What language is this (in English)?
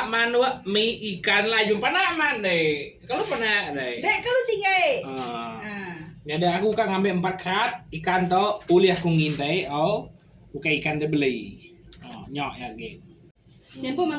Iban